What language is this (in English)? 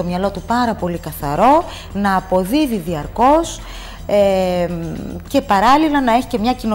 Greek